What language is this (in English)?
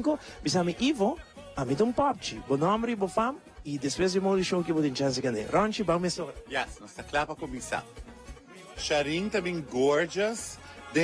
Papiamento